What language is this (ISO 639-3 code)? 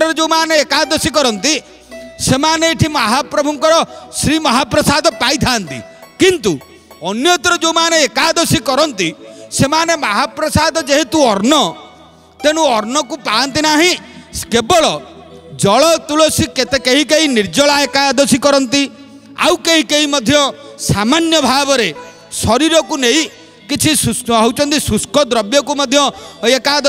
ori